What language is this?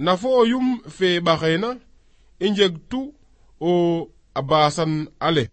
Serer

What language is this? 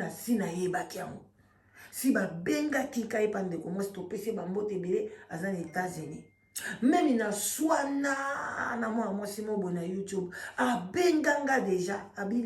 Lingala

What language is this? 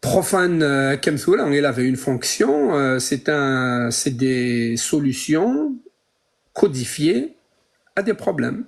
Kabyle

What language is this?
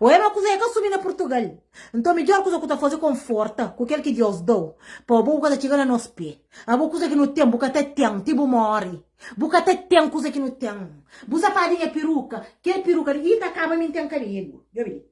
Kabuverdianu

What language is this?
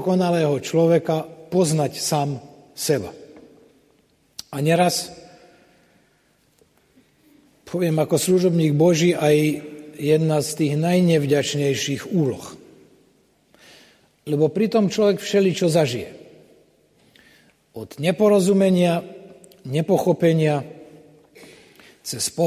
Slovak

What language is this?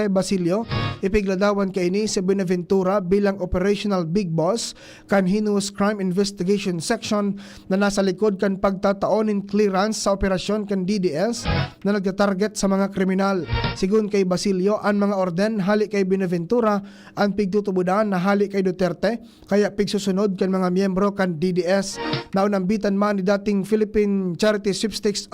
Bikol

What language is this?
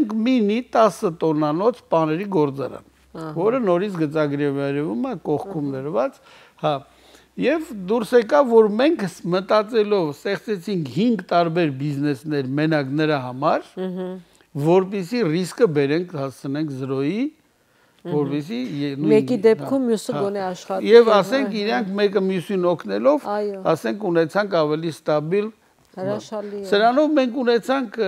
Armenian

